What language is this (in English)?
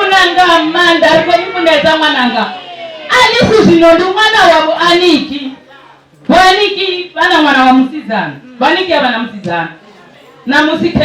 Venda